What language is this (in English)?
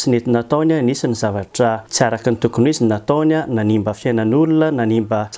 Malagasy